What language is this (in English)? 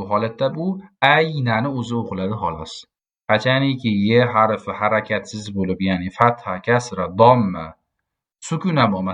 Uzbek